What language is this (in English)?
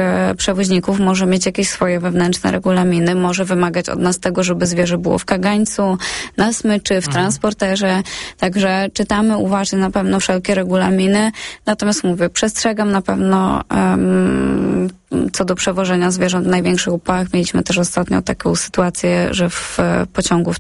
Polish